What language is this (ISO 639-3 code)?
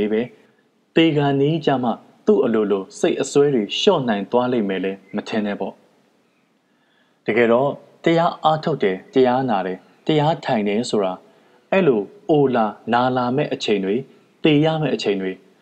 mya